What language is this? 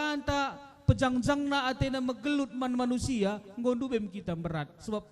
Batak Karo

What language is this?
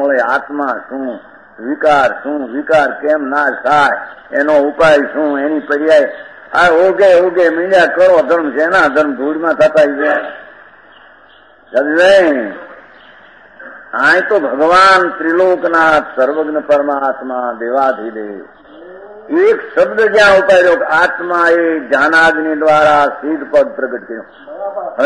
Gujarati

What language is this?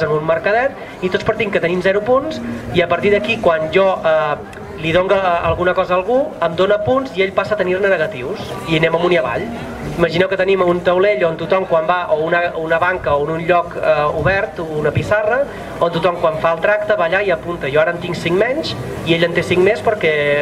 Catalan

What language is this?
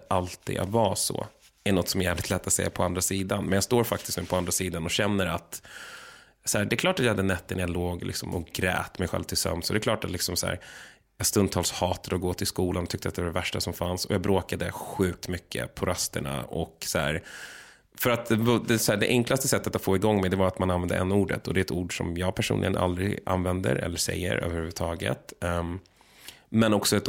Swedish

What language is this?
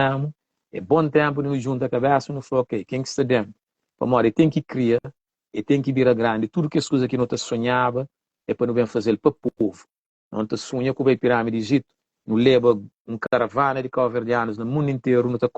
Kabuverdianu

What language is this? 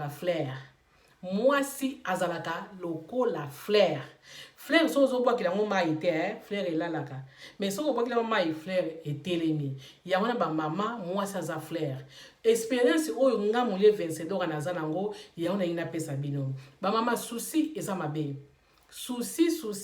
Lingala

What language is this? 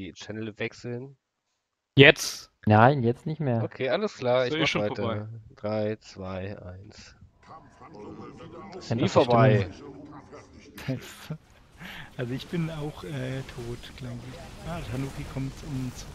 German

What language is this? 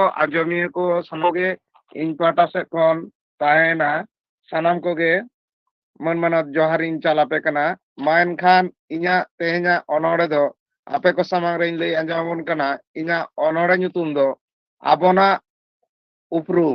Santali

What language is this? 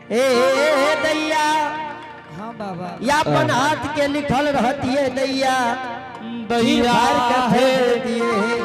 Angika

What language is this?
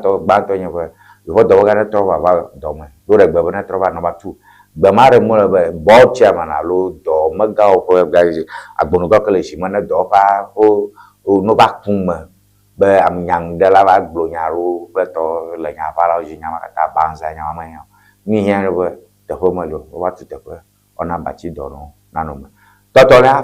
Ewe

